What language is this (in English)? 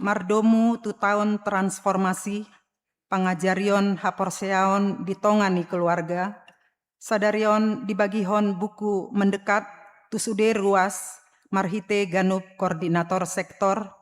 Batak Toba